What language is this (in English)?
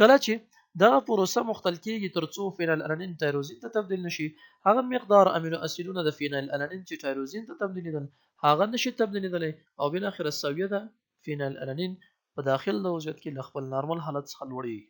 Pashto